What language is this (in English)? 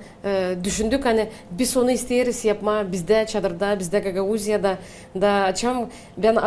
Gagauz